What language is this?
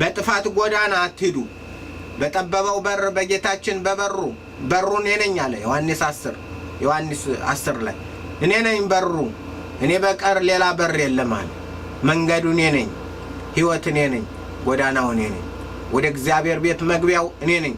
Amharic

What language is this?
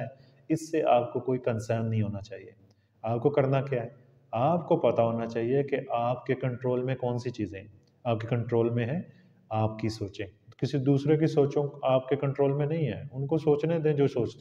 Urdu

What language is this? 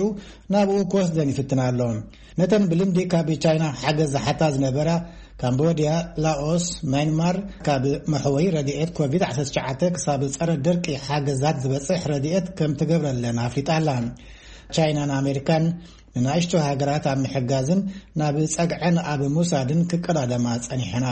Tigrinya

